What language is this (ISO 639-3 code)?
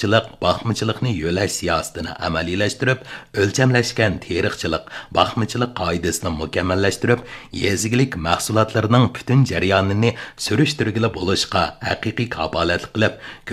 uig